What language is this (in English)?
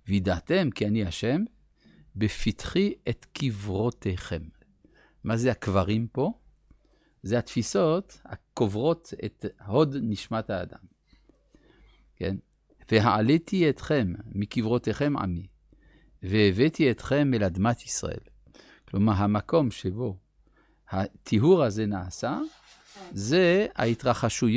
Hebrew